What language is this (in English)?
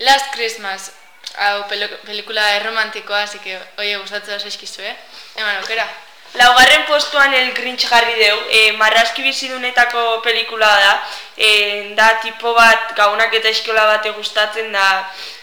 Basque